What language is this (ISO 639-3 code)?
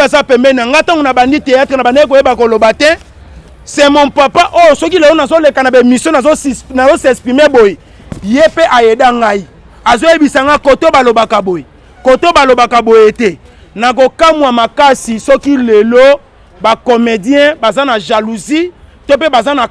lin